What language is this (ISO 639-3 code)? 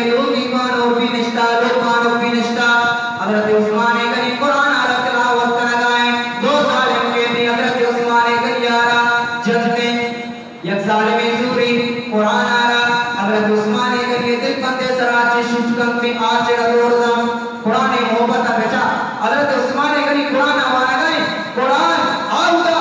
bgp